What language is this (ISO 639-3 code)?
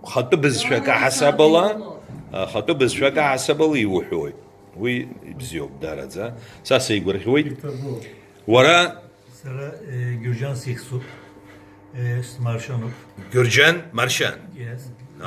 abk